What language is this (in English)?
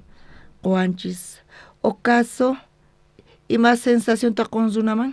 South Bolivian Quechua